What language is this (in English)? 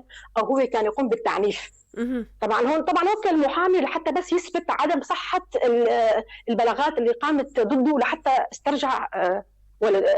North Levantine Arabic